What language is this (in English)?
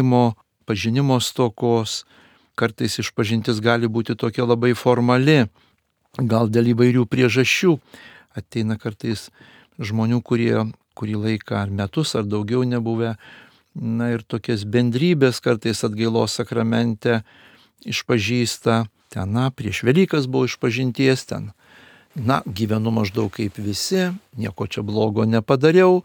Lithuanian